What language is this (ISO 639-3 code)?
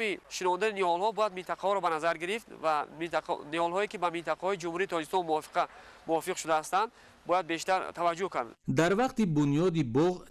tgk